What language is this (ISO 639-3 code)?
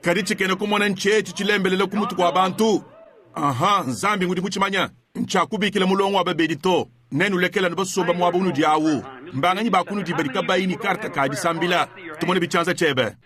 lua